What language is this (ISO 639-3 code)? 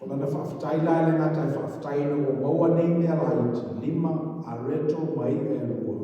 smo